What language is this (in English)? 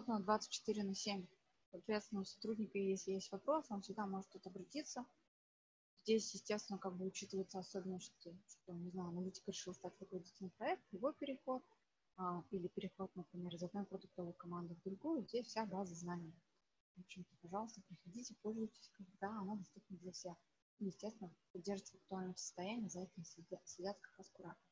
Russian